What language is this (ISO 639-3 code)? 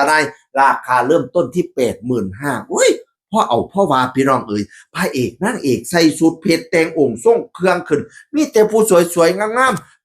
tts